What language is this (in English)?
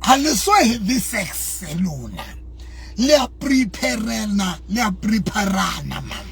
Southern Sotho